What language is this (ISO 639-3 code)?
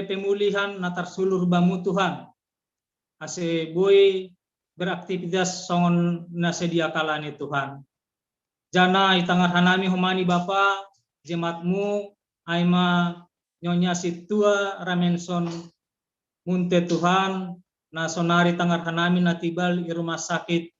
bts